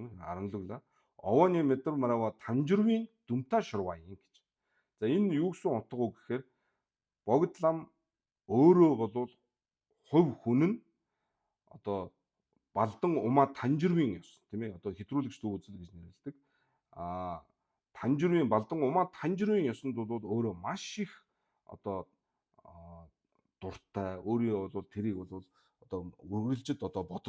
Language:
Mongolian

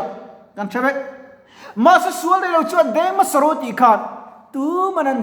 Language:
Mizo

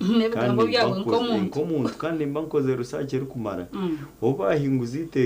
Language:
Nyankole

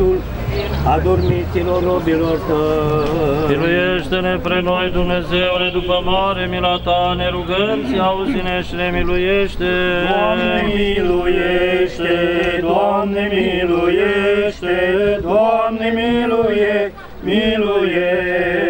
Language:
Romanian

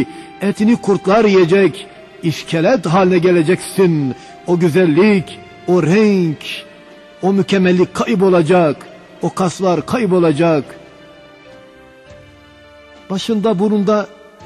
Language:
Turkish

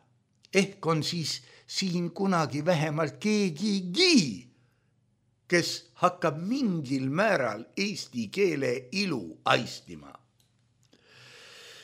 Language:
Estonian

